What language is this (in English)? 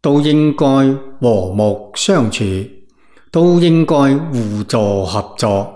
Cantonese